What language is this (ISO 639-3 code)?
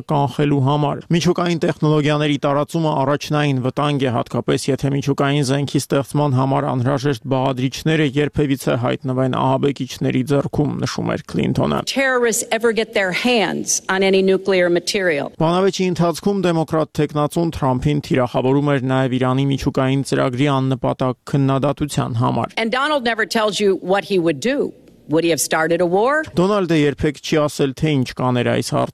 hye